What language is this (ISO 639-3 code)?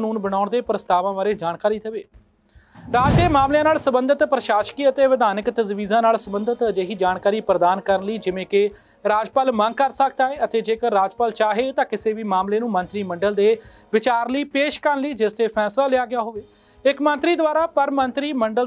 pan